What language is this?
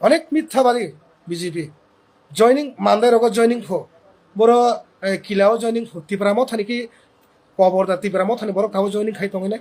Kok Borok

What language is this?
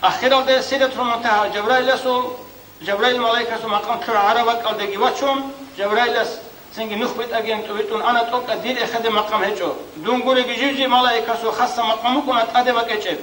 Avaric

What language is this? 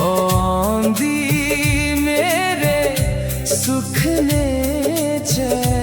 Dogri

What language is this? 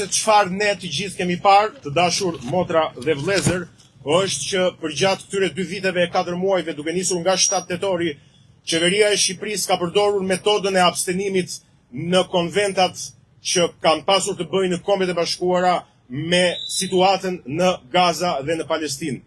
Albanian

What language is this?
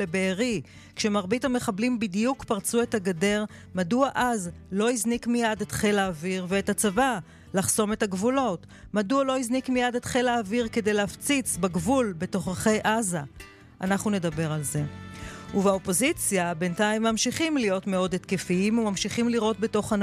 Hebrew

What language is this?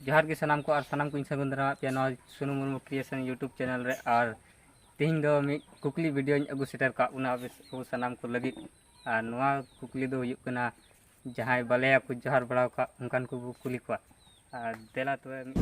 Santali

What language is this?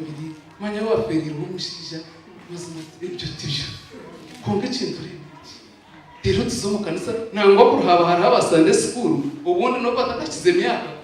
Nyankole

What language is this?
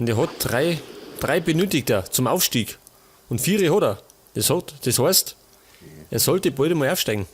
Bavarian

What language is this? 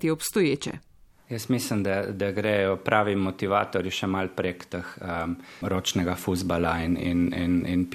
Slovenian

